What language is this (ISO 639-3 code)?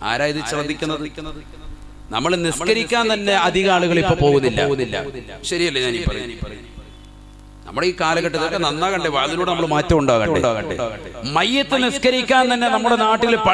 mal